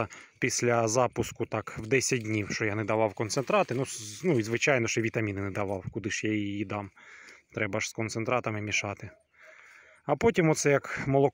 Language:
Ukrainian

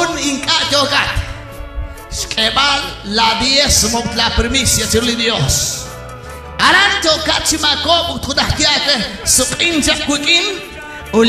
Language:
Kekchí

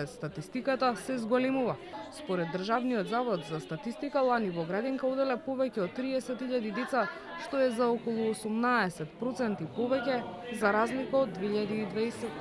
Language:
Macedonian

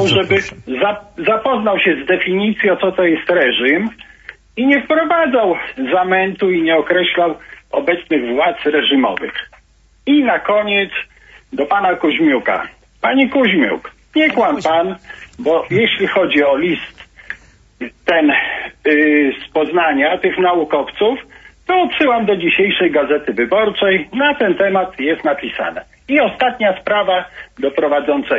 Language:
Polish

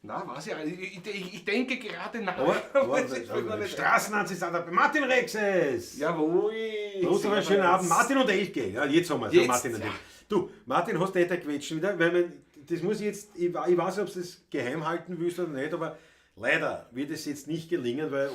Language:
Bavarian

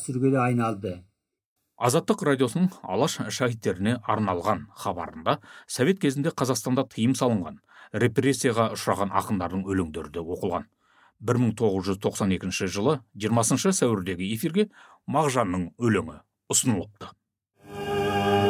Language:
Kazakh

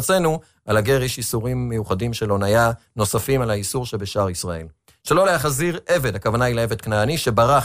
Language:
Hebrew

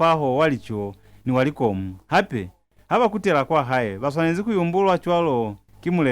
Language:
Lozi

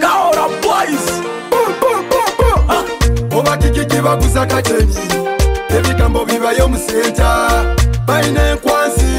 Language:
Nyoro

